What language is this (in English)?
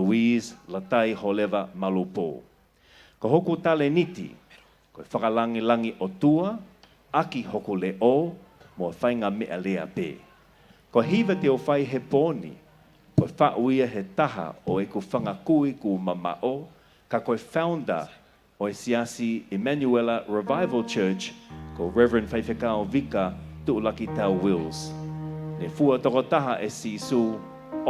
Tongan